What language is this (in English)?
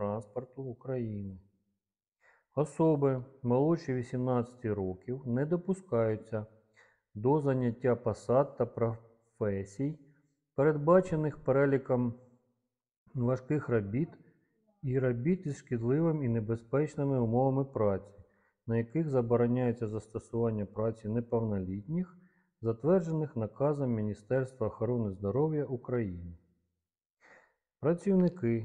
Ukrainian